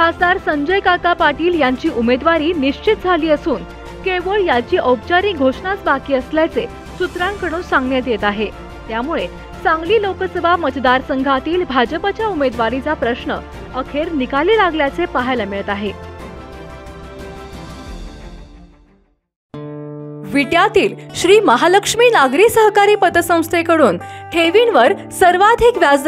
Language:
Marathi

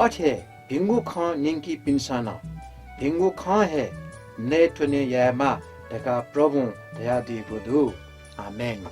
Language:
Newari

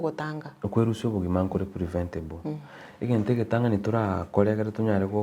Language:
Gusii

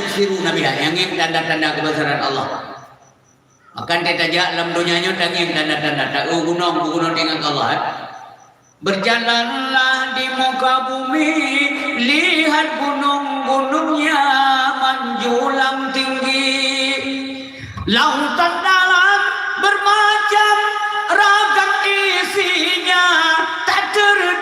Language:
Achinese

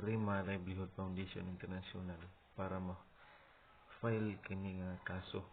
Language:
Cebuano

